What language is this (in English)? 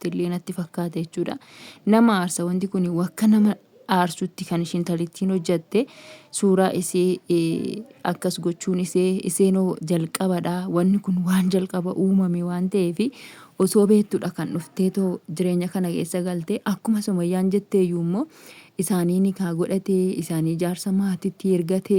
Oromo